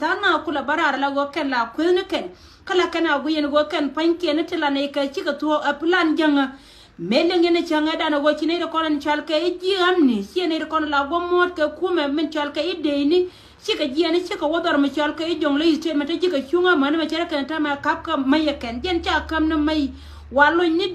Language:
Nuer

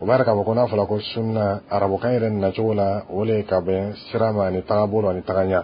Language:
Dyula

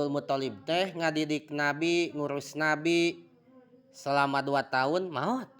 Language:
Sundanese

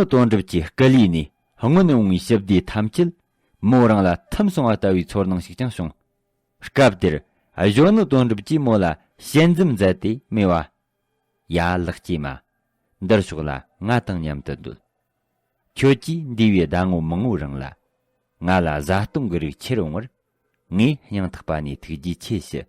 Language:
Tibetan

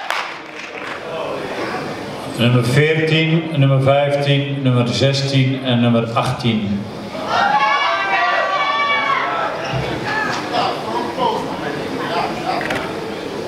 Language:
Dutch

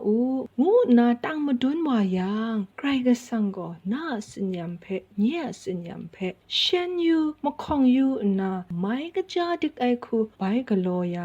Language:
Kachin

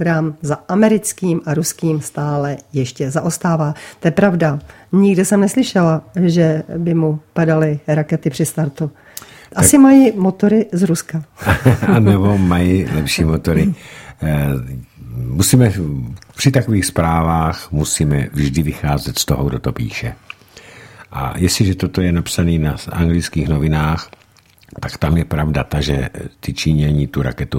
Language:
Czech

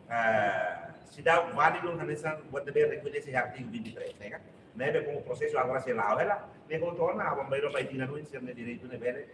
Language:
Tetum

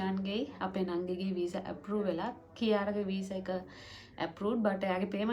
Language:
Sinhala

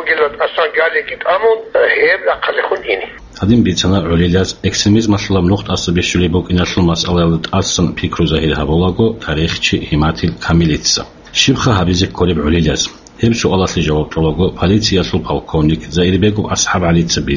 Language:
Avaric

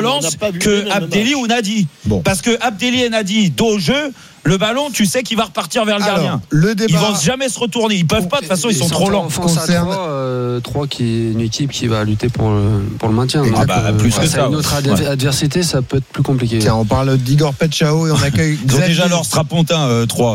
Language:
French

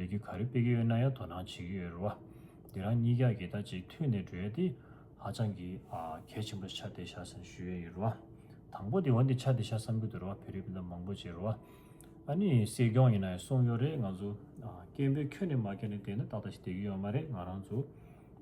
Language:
Tibetan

